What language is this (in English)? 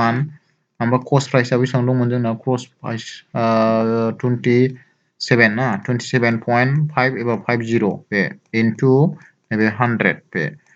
Bodo